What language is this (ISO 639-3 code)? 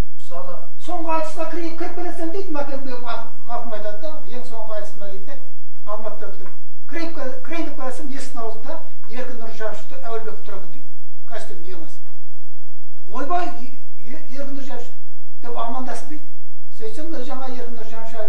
kaz